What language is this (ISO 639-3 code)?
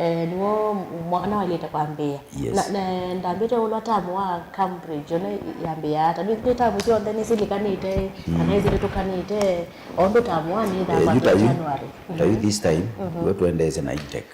kam